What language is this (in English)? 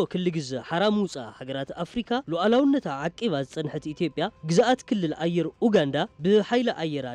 Tigrinya